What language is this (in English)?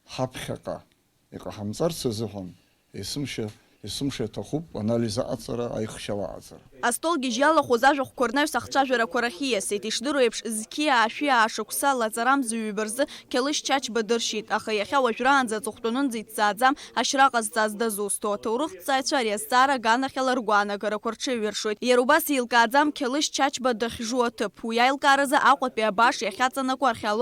Abkhazian